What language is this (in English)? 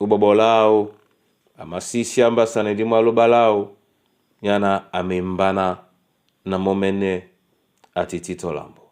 Duala